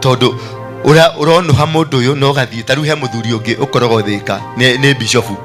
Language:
Kikuyu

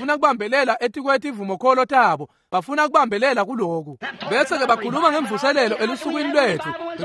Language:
Swati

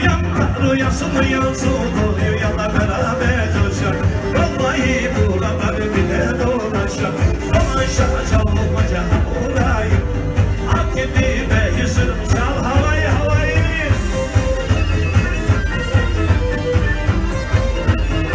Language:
Turkish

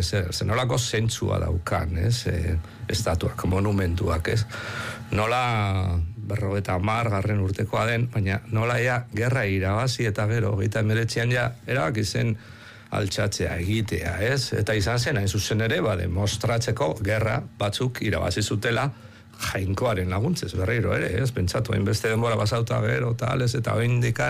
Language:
Basque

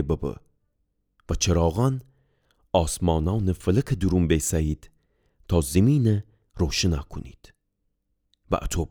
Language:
Gilaki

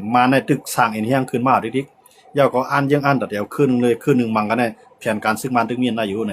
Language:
Shan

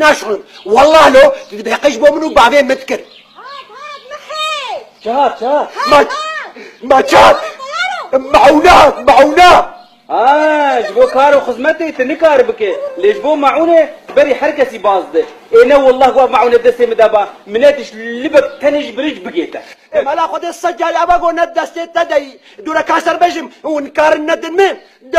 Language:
Kurdish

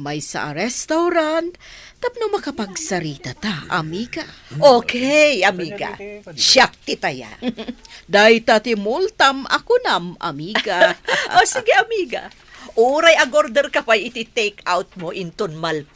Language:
Iloko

